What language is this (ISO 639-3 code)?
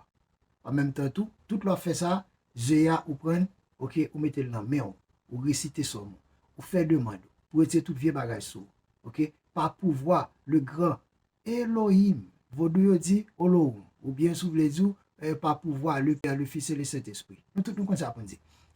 hat